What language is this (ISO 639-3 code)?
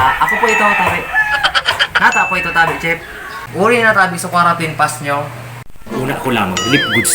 bik